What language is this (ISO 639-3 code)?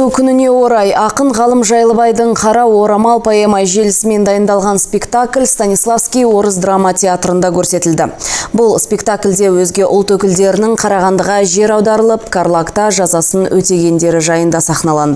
kaz